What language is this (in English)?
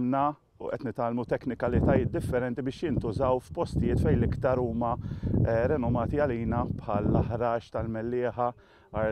Maltese